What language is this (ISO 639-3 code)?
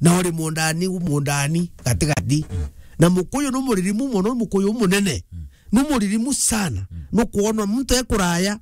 mer